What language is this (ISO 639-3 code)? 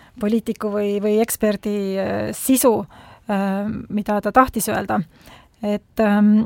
est